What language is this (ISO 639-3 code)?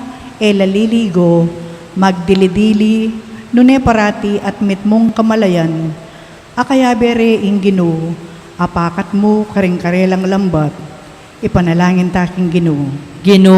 pam